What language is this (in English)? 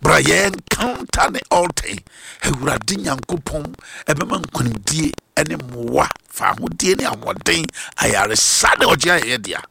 Akan